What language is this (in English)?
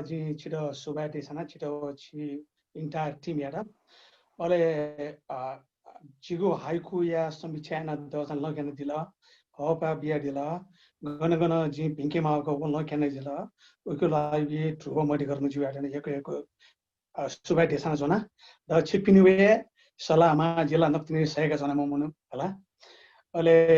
Newari